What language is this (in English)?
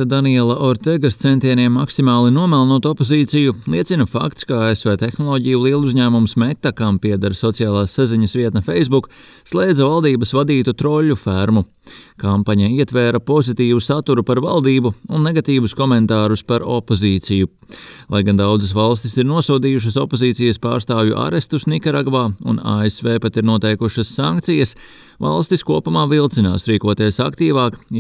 Latvian